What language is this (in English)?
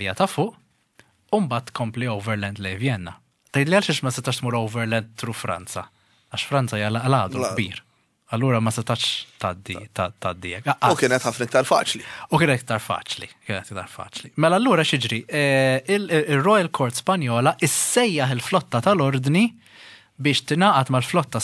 Maltese